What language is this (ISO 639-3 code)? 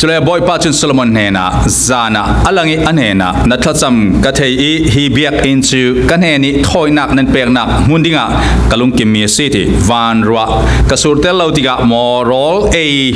cfm